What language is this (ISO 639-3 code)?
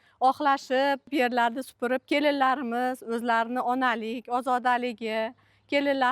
uzb